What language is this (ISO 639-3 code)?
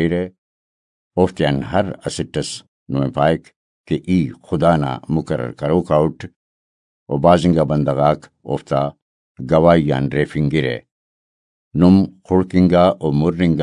brh